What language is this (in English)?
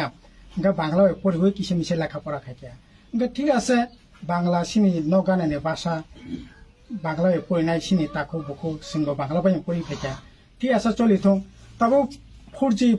Riang (India)